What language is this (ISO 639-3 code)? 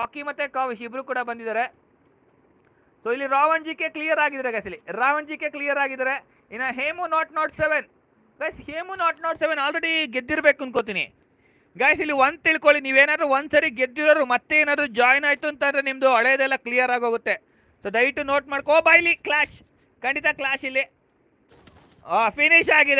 kan